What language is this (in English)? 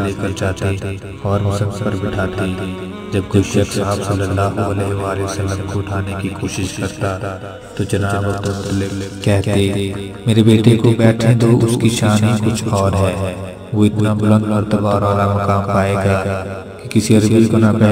Urdu